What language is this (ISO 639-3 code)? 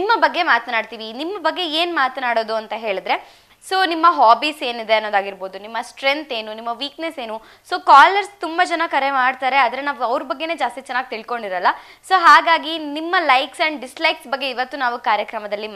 kan